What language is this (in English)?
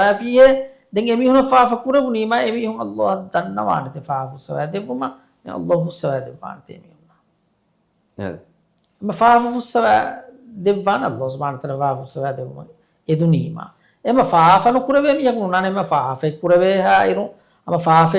Divehi